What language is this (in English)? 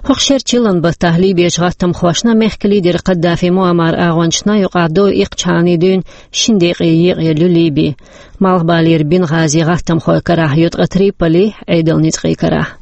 Chechen